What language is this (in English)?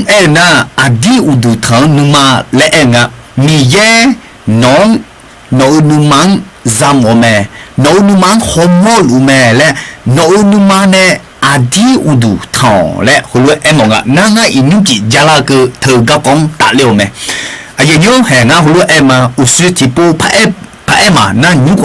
Akha